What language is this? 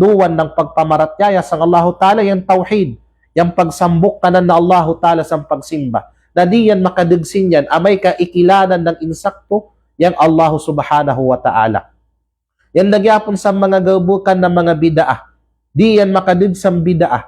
Kalagan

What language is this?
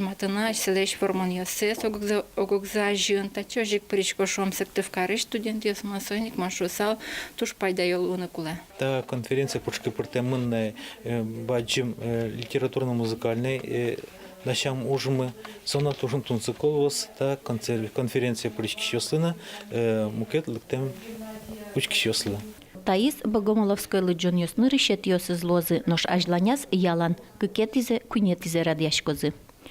Udmurt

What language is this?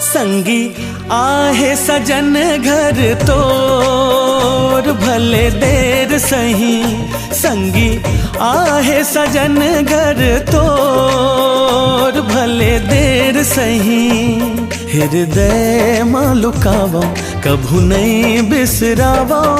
Chhattisgarhi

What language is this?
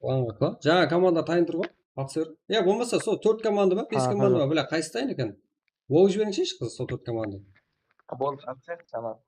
Kara-Kalpak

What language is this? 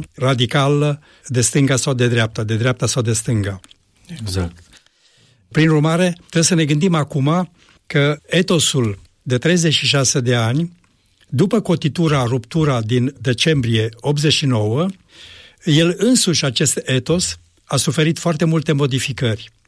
Romanian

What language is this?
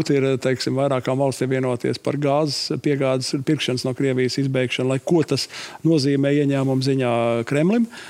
Latvian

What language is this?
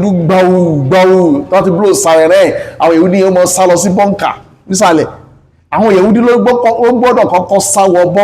Yoruba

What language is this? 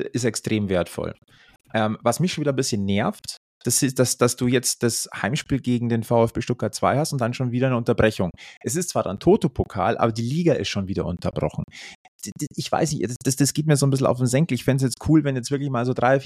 German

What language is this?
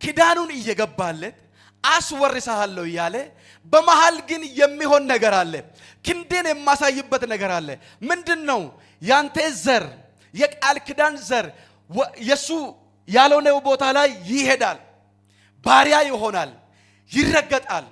Amharic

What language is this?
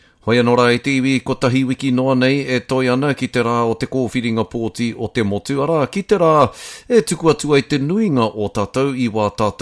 Māori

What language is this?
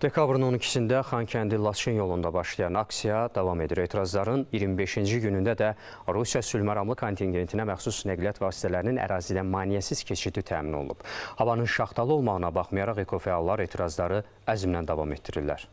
Azerbaijani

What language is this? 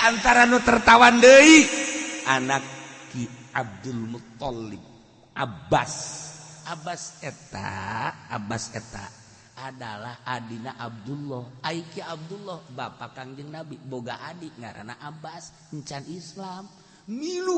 Sundanese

